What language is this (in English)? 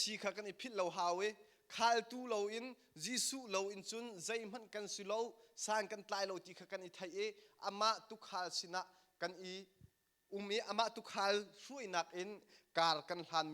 Hakha Chin